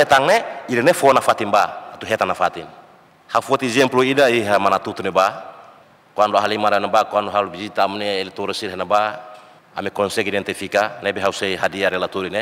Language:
Tetum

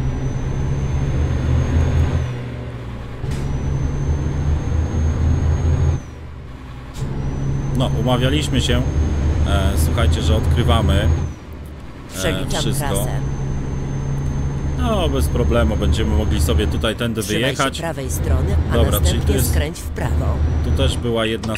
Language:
Polish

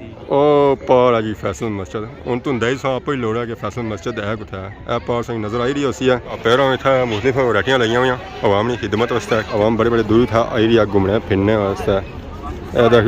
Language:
Pahari-Potwari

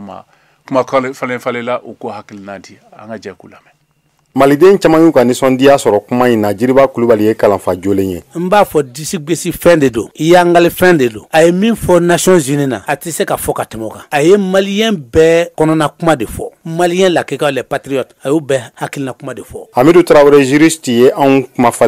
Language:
Bambara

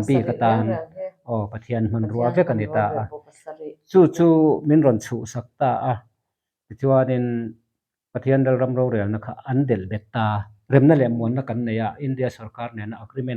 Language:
Mizo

